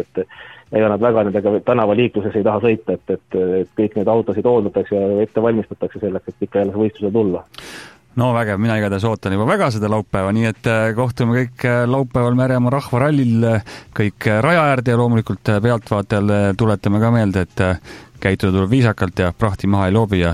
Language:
Estonian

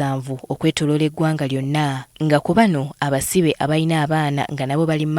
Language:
Ganda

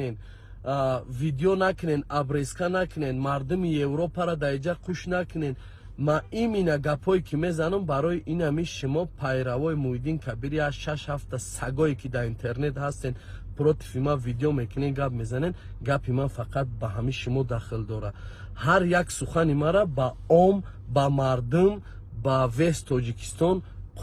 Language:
Tajik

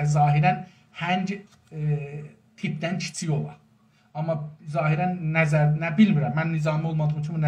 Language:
South Azerbaijani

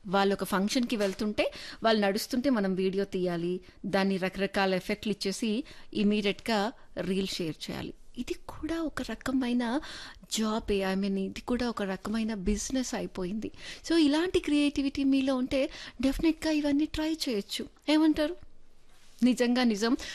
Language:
Telugu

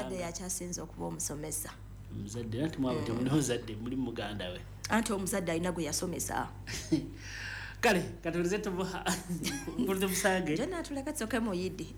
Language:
Ganda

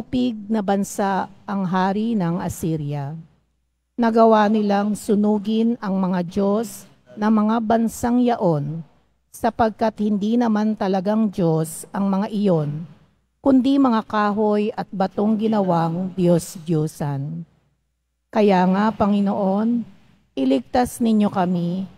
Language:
Filipino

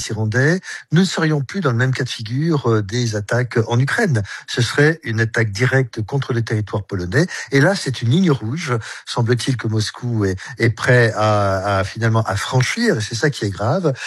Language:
French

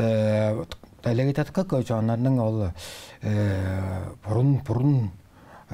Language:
Tuvinian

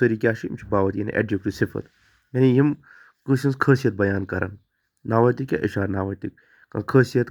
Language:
Kashmiri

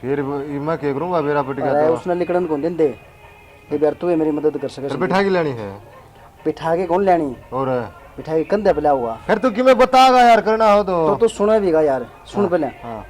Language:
Haryanvi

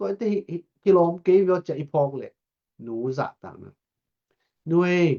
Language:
Tedim Chin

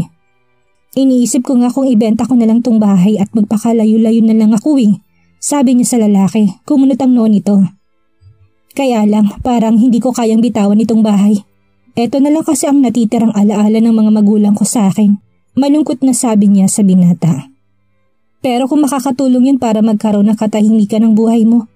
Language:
Filipino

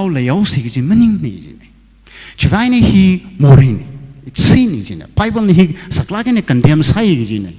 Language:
Tangkhul Naga (India)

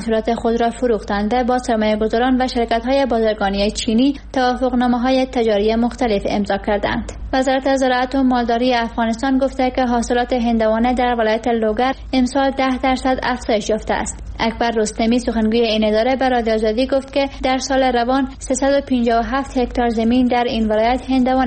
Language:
Persian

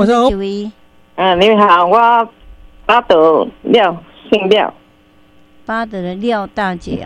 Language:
Min Nan Chinese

